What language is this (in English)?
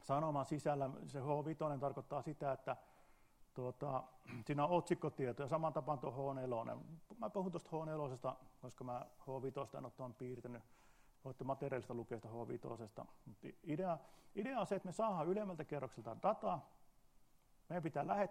Finnish